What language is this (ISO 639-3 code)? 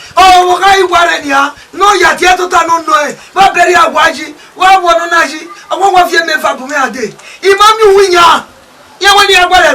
bin